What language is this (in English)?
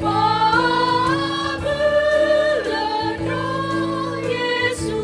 Nias